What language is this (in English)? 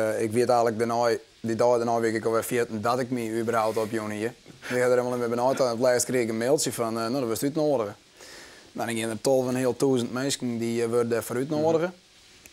Western Frisian